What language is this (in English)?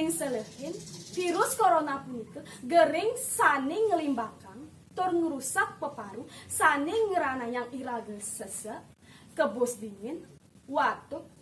Balinese